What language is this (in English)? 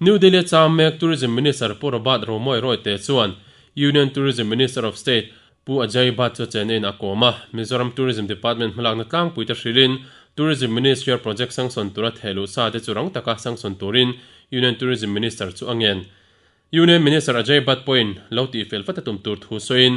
Mizo